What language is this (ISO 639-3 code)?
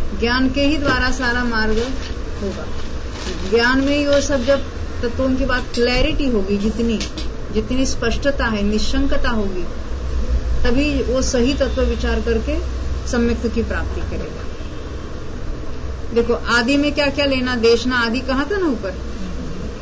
hin